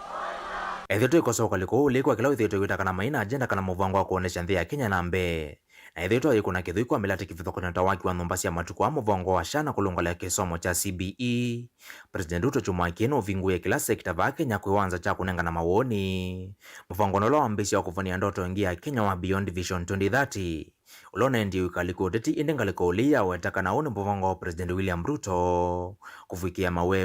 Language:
Kamba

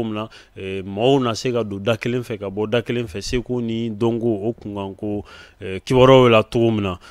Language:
Bambara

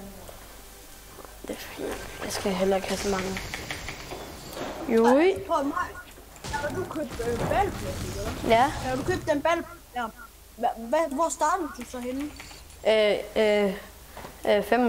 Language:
Danish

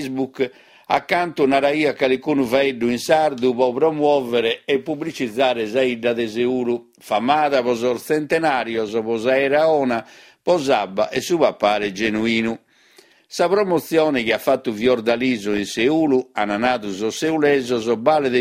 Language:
Sardinian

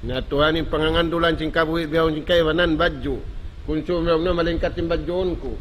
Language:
Tausug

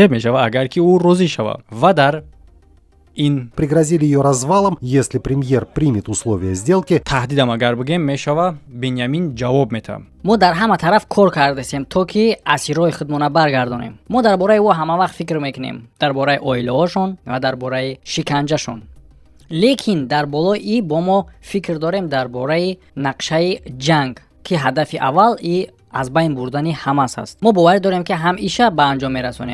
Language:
Tajik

